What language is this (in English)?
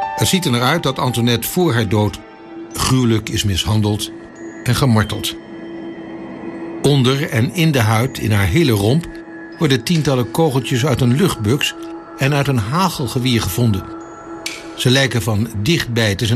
Dutch